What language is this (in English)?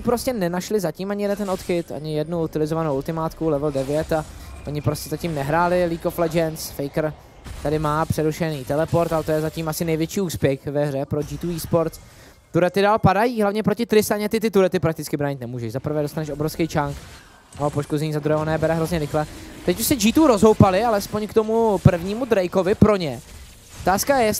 Czech